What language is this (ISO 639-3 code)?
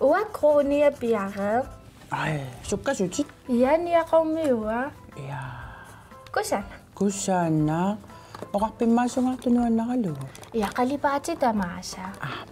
kal